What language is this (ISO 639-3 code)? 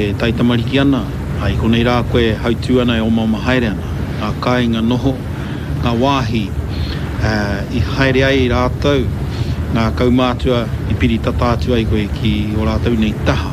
mri